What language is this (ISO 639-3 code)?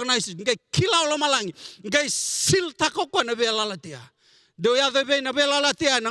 fij